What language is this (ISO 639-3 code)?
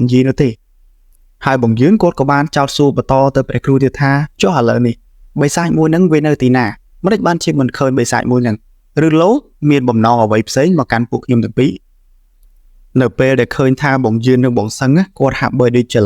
khm